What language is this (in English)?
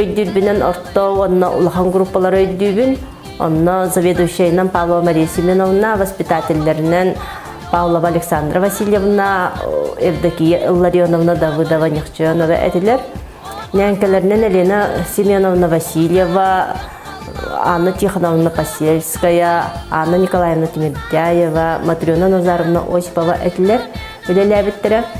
Yakut